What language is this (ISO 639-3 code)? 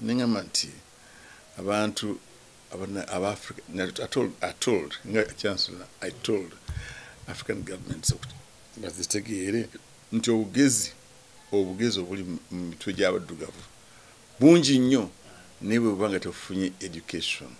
lug